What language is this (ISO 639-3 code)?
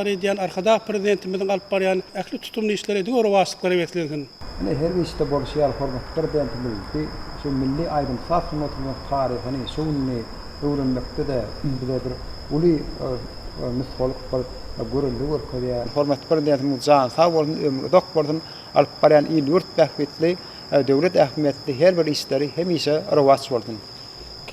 tuk